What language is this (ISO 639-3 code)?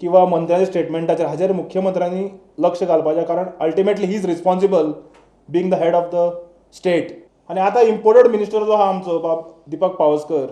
kok